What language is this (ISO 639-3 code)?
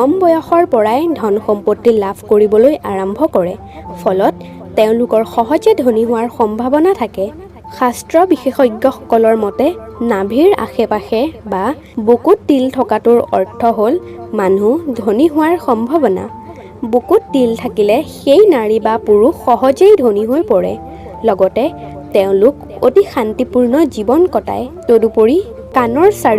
asm